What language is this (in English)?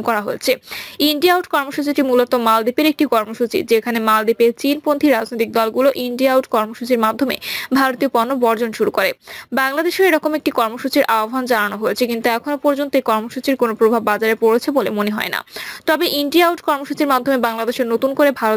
Bangla